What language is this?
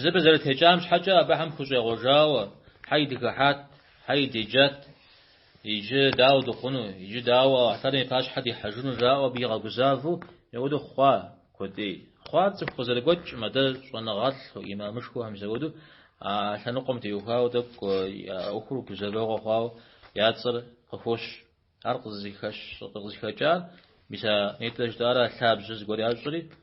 Kabardian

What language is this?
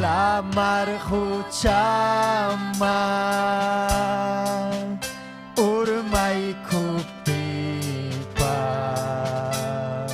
Ayacucho Quechua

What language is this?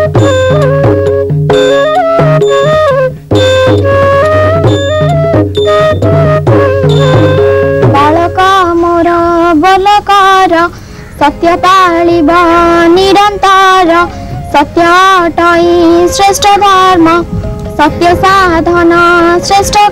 Odia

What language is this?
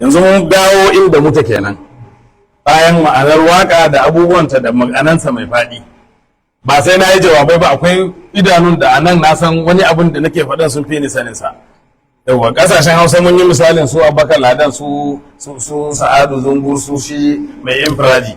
Hausa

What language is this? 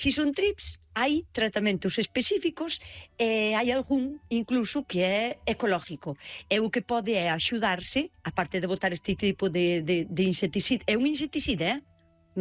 Galician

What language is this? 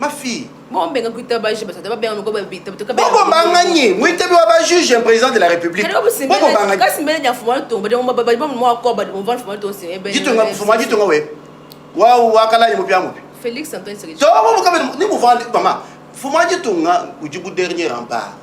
Luba-Lulua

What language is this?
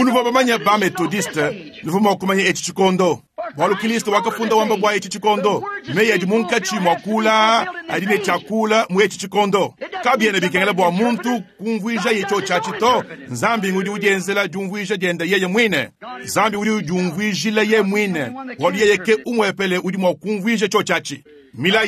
Luba-Lulua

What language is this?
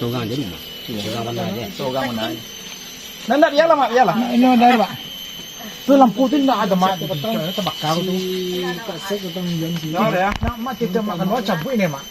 Minangkabau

